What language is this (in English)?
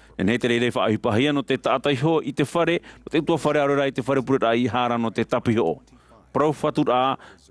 Tahitian